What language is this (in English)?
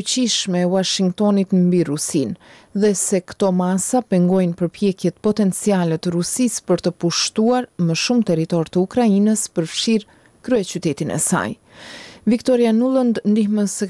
Albanian